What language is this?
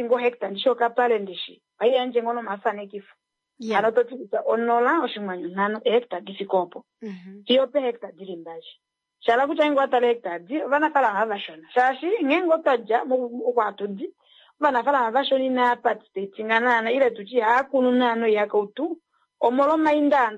Kuanyama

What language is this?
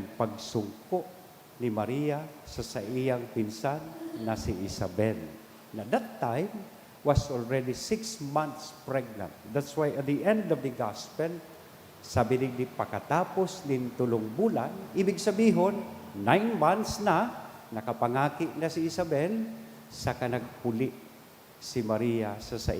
Bikol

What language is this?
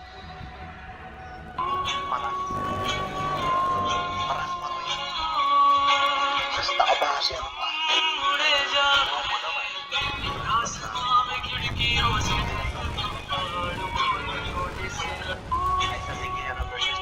Filipino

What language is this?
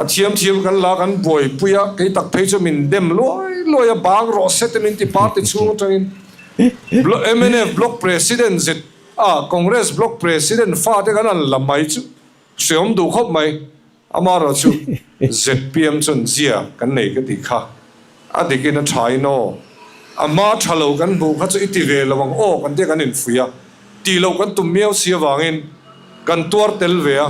Mizo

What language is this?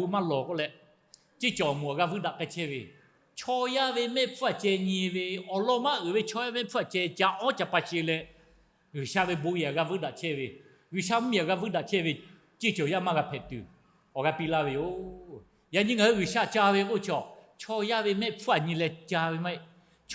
Lahu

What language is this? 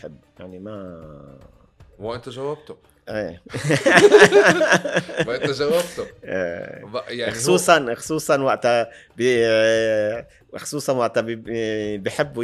North Levantine Arabic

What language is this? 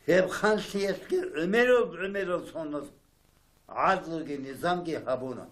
Avaric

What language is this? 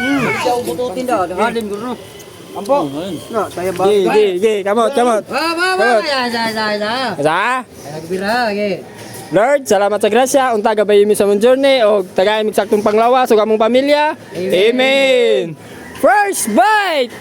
Cebuano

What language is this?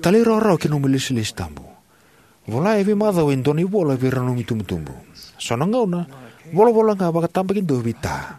Fijian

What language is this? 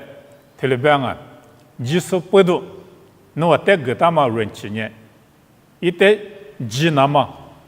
Lisu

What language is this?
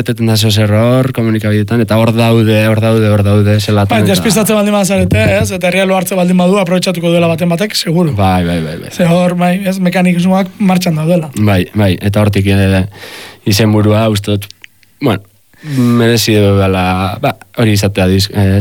Basque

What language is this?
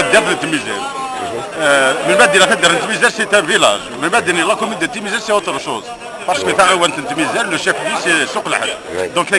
Kabyle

